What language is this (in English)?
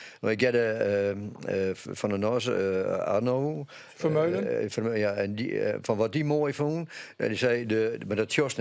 Western Frisian